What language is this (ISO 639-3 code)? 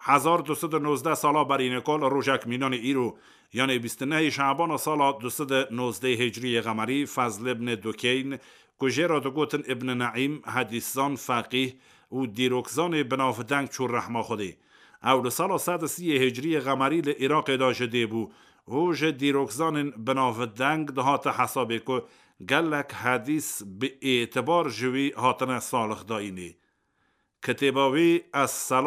kur